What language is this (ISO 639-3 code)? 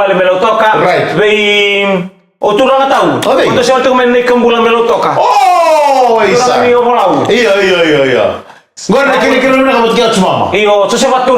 fij